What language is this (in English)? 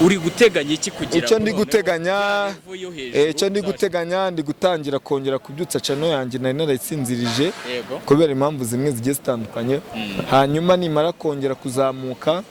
Kinyarwanda